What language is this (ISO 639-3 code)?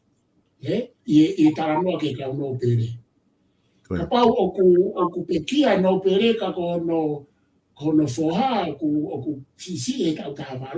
ton